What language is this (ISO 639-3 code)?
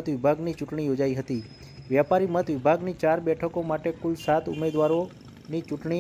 guj